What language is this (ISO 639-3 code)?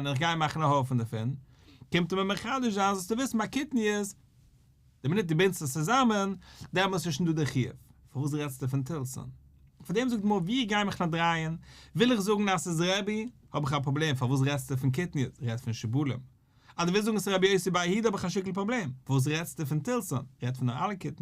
yid